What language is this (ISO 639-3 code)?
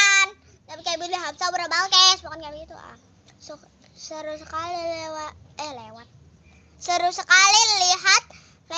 bew